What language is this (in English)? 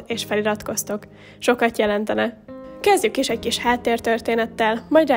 Hungarian